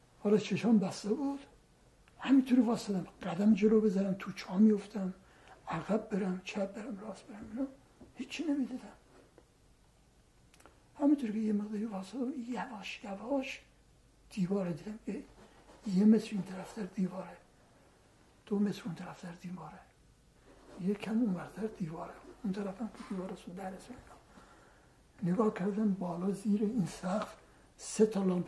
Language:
Persian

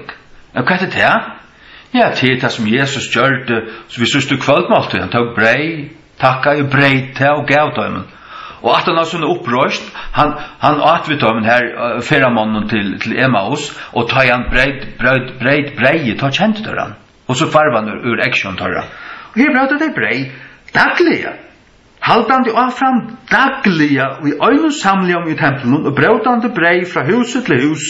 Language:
Faroese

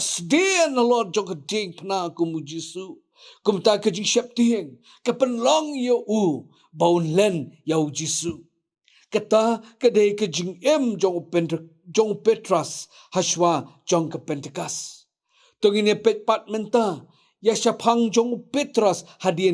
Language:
Khasi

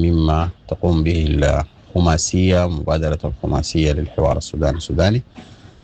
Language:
Sudanese Arabic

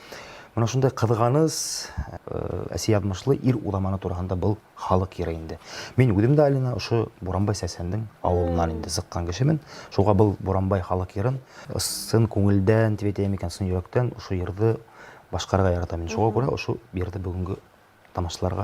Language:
Bashkir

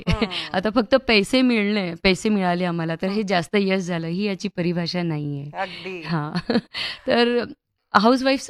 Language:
Marathi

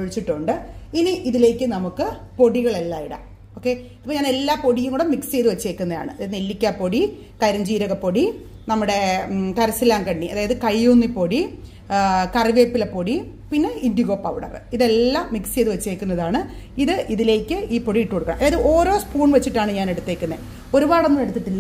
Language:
Malayalam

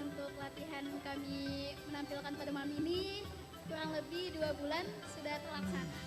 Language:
Banjar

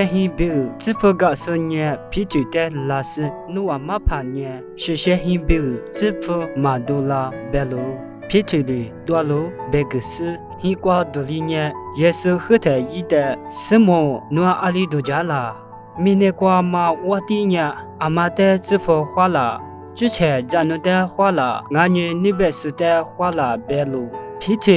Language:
Lisu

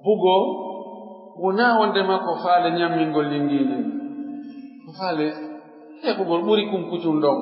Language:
Pular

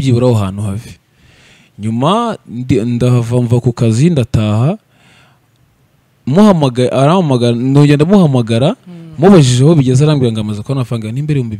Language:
Kinyarwanda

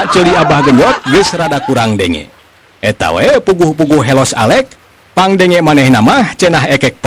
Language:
Sundanese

